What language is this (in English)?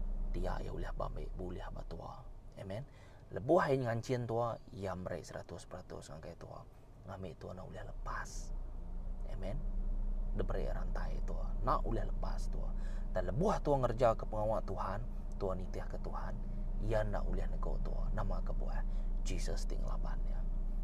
Iban